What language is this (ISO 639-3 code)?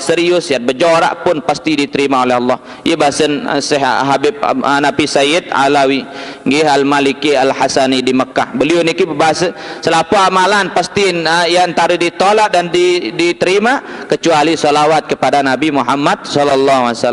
sas